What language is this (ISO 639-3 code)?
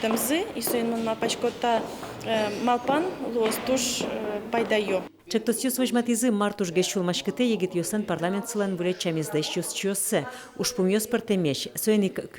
udm